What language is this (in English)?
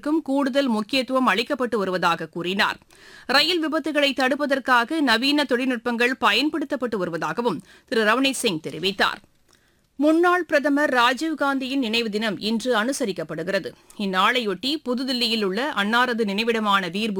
Tamil